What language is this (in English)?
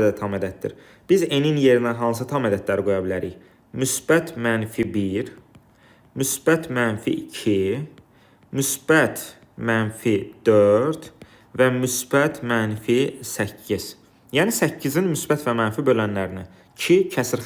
Azerbaijani